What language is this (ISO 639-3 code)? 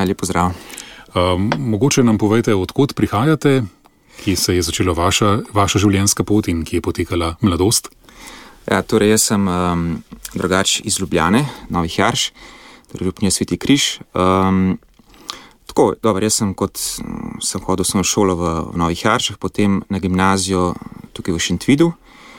slv